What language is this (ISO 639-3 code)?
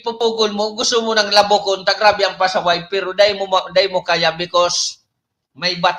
bik